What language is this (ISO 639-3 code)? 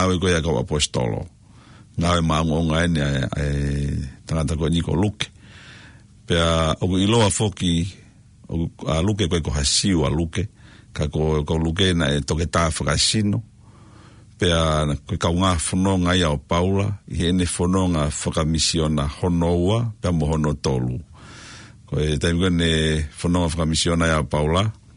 ton